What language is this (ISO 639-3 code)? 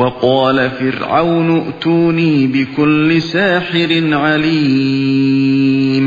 uig